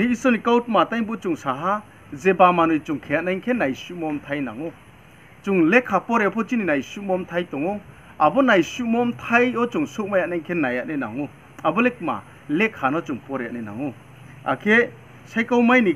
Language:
Riang (India)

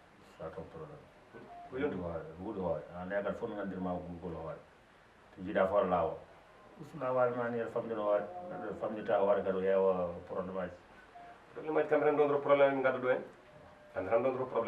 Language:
Fula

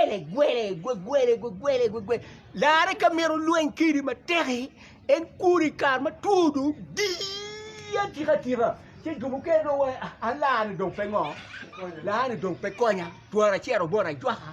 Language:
Acoli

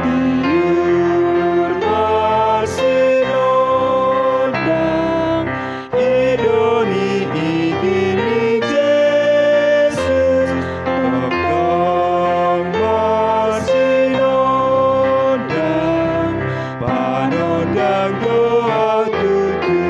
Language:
Batak Toba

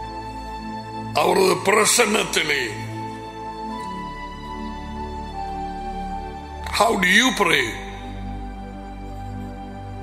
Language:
Tamil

